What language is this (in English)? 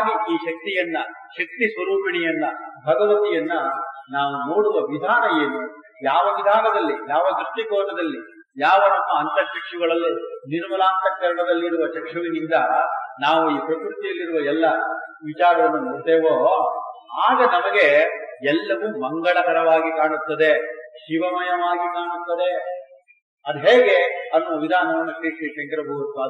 Kannada